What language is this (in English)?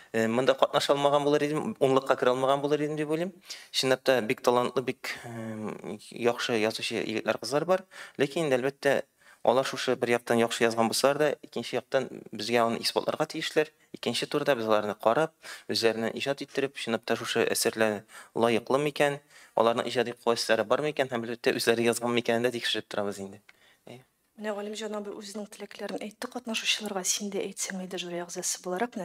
Tatar